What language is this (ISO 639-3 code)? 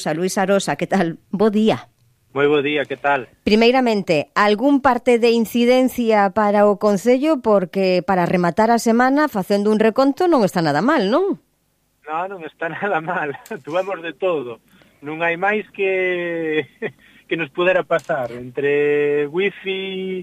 glg